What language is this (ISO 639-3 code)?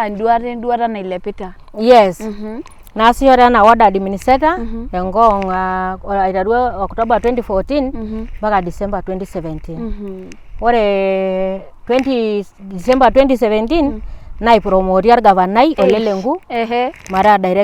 mas